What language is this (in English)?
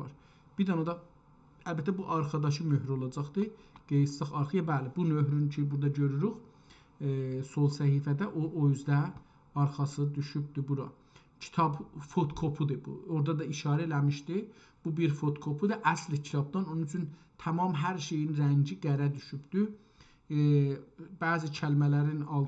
South Azerbaijani